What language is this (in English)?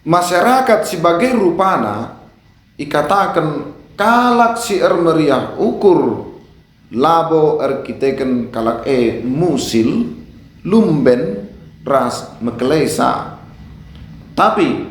Batak Karo